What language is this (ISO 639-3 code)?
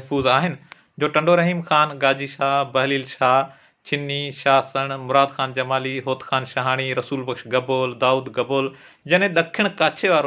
snd